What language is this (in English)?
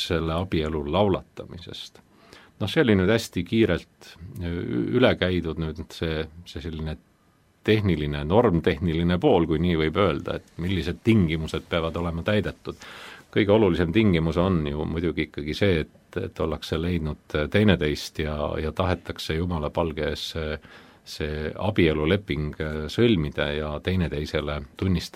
Estonian